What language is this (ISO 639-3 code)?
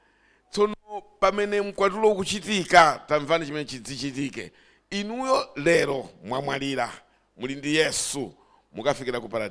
nya